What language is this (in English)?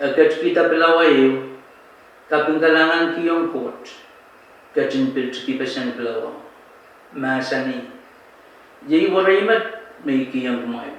Pohnpeian